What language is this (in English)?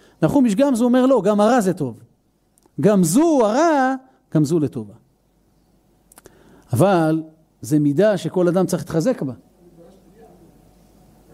Hebrew